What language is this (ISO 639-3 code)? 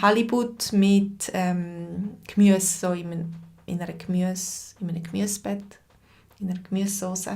gsw